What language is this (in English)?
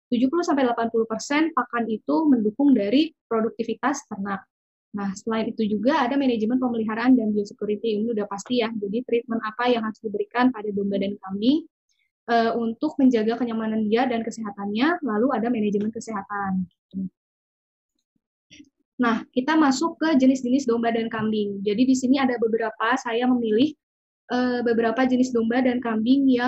Indonesian